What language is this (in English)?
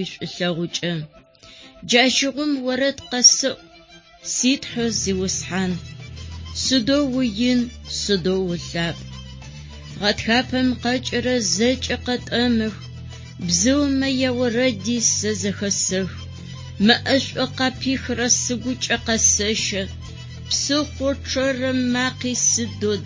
Adyghe